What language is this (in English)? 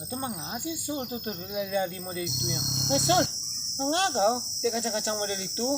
Minangkabau